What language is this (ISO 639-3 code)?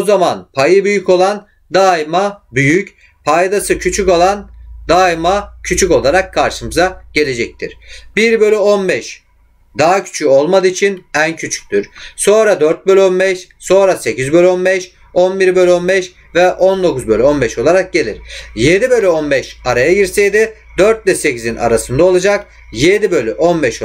tur